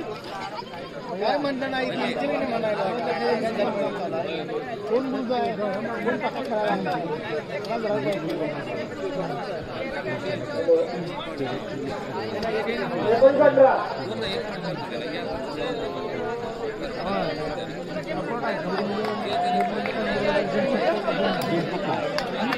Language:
Marathi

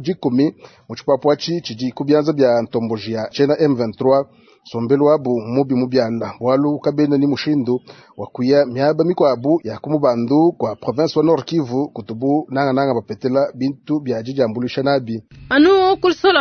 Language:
Luba-Lulua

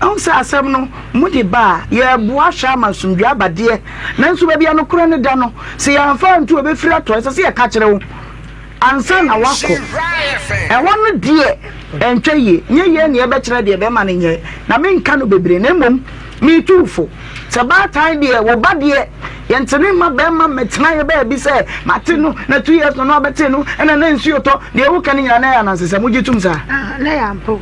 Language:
Akan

